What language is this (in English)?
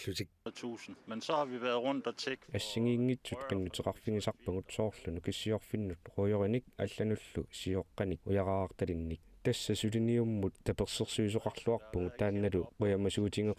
Kalaallisut